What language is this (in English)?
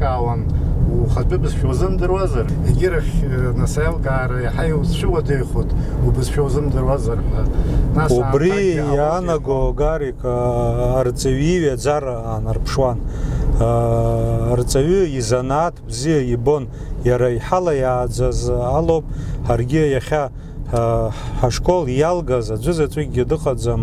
Abkhazian